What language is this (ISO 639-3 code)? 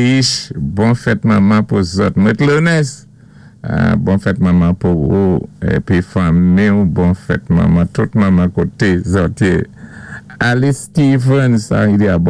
acf